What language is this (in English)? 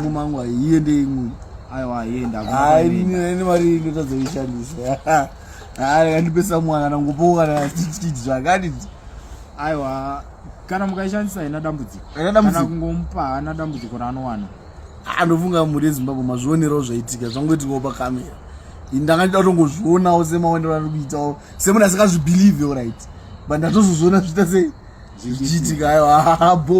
Shona